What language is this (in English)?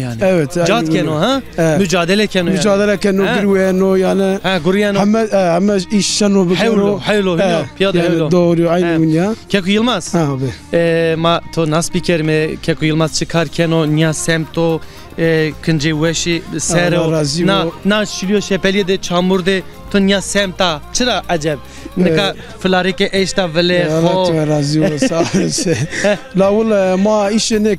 Zaza